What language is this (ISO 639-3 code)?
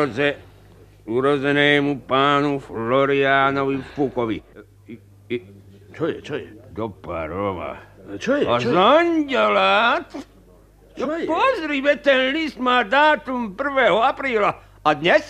slk